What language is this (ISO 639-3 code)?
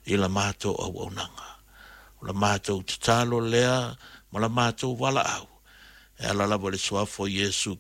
smo